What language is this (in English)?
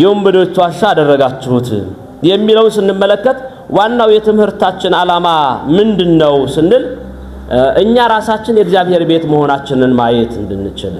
Amharic